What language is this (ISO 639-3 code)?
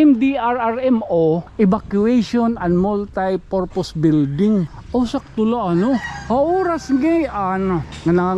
war